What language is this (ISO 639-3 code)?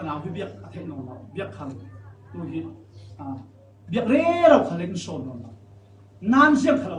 cfm